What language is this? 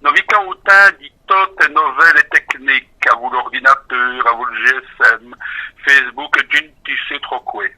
Walloon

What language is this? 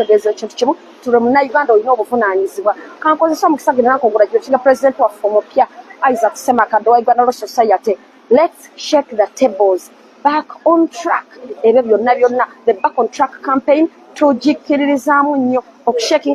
Ganda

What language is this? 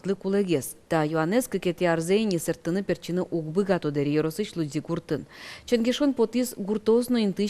Udmurt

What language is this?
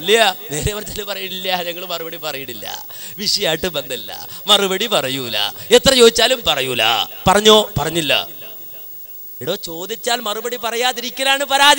Malayalam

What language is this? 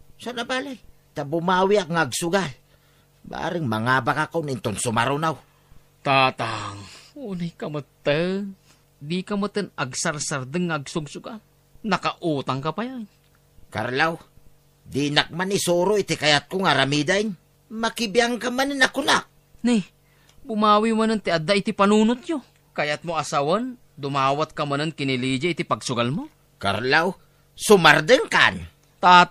Iloko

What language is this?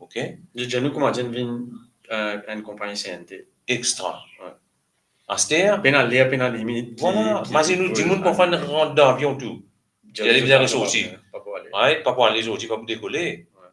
Morisyen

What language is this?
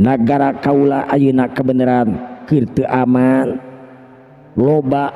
Sundanese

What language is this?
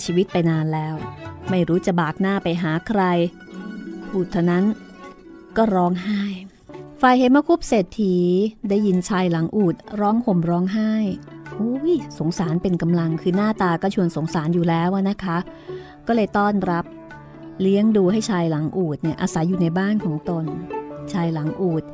Thai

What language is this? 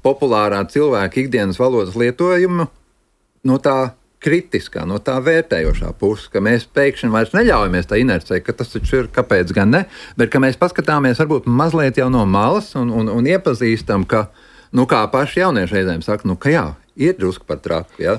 Latvian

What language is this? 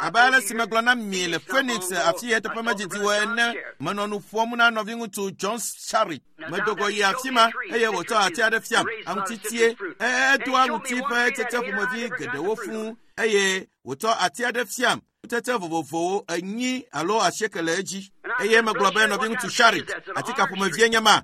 Ewe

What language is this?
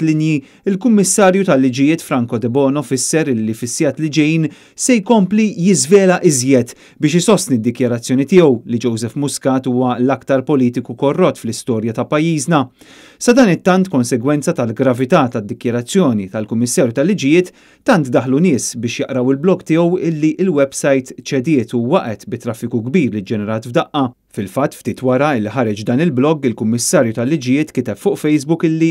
Maltese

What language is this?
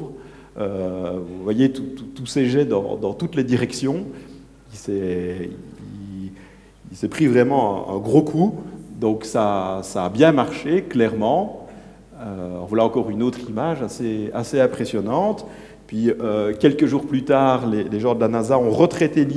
French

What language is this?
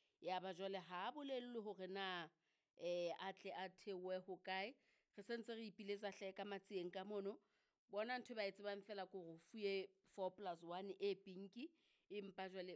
Southern Sotho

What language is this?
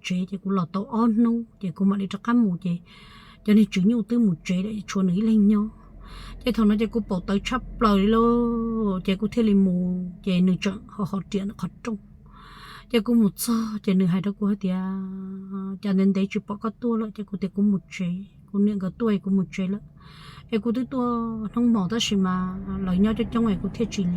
Hmong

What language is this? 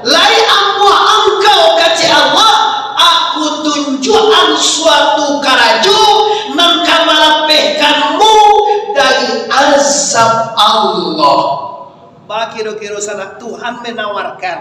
Minangkabau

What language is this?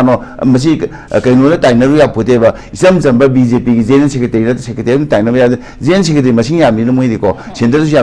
Manipuri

